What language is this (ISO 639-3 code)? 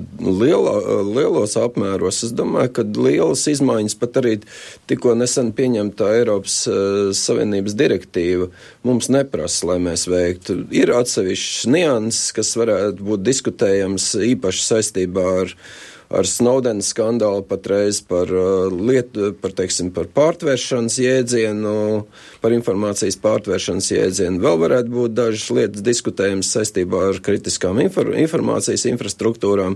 lav